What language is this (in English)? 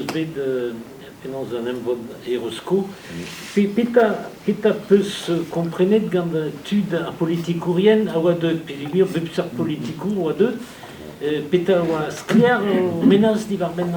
Breton